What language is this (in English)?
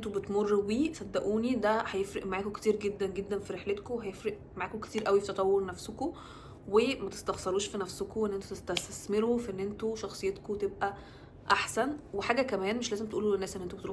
Egyptian Arabic